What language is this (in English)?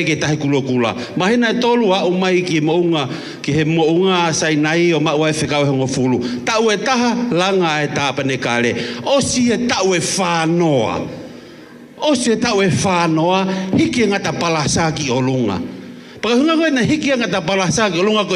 Tongan